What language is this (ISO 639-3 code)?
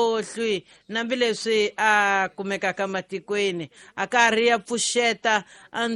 tso